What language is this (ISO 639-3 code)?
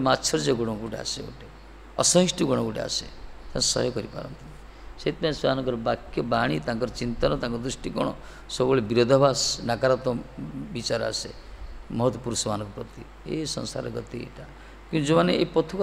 ori